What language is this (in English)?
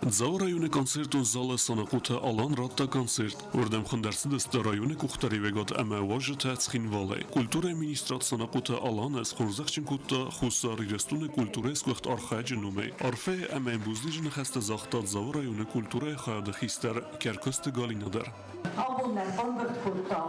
Ossetic